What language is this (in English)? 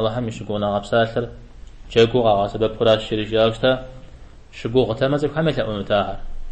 Kabardian